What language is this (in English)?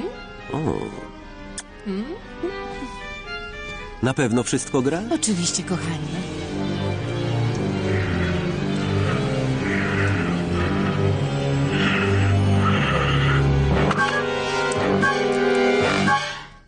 Polish